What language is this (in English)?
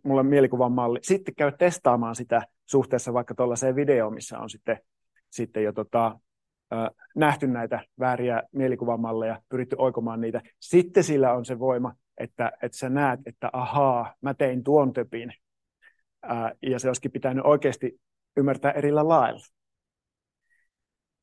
Finnish